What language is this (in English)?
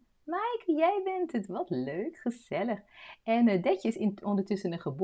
Dutch